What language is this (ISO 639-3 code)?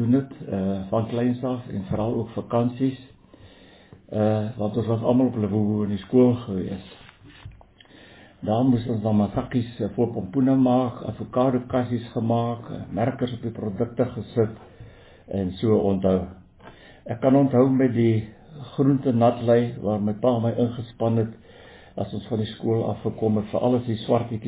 afr